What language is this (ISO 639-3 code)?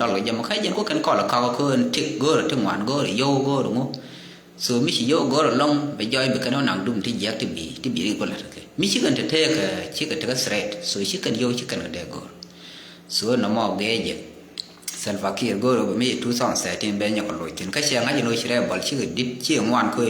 nus